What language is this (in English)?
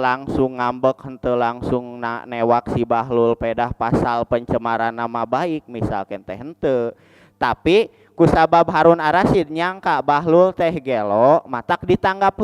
Sundanese